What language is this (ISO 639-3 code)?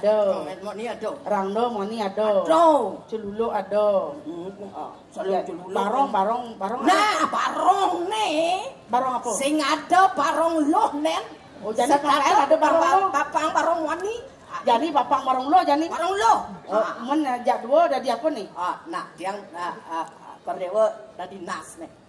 ban